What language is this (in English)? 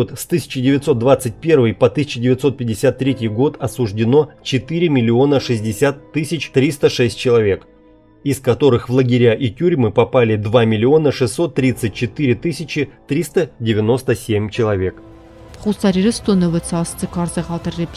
Ossetic